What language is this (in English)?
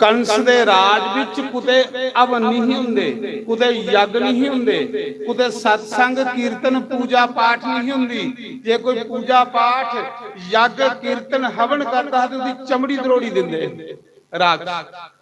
Dogri